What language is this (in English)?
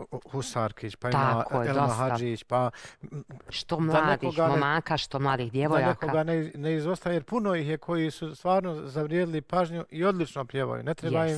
Bosnian